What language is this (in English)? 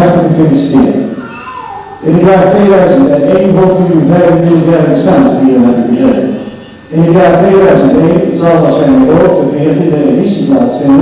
Dutch